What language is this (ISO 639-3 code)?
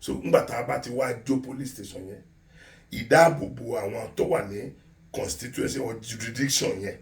yor